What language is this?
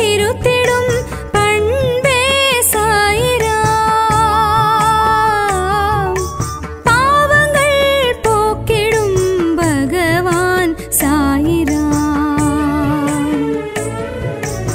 Tamil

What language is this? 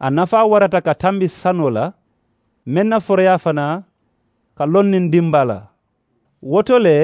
Mandingo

